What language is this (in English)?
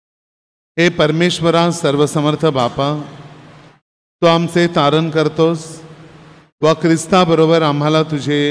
Marathi